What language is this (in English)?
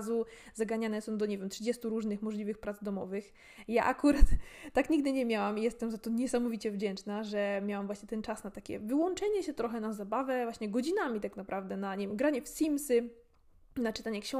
Polish